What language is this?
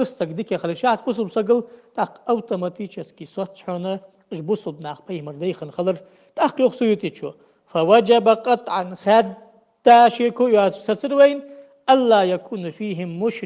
Ingush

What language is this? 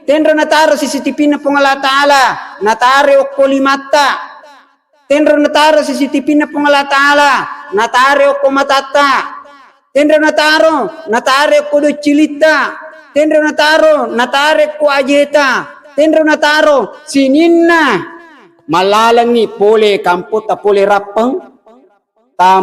Buginese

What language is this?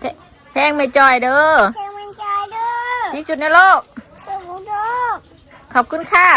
Northeastern Thai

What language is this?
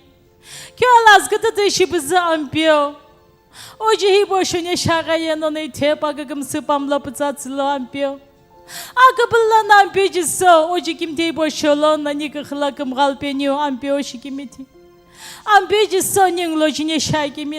Sumi Naga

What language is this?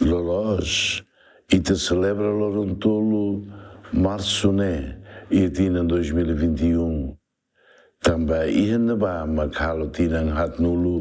Tetum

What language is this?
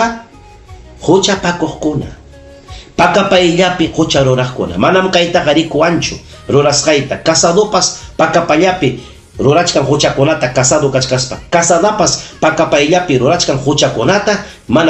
Ayacucho Quechua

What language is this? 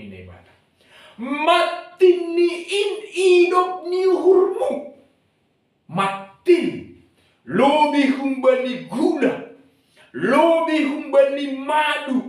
Batak Simalungun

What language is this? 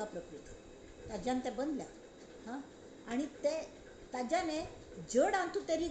Konkani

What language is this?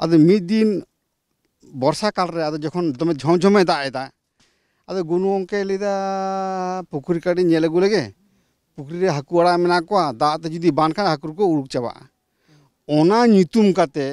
Santali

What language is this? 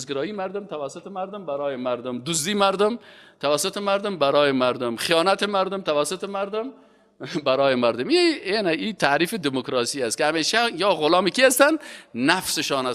Persian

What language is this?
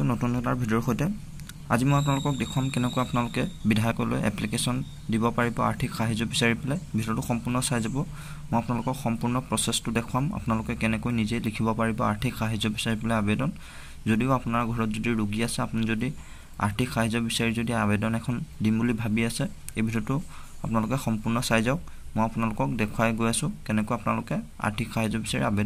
Assamese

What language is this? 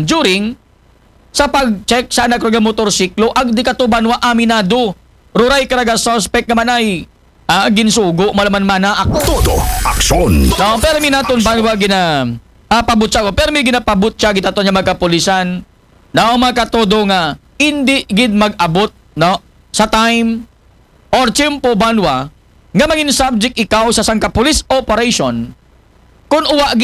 Aklanon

